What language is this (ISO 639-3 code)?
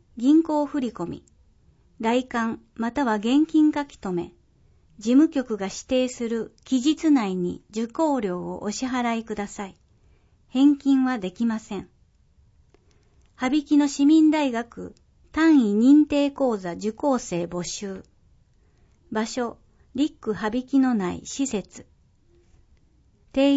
jpn